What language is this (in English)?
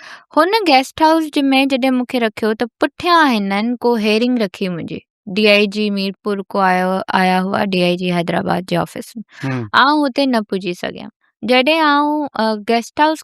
Sindhi